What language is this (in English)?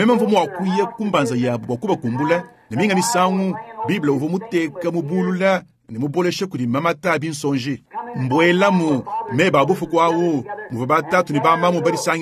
Luba-Lulua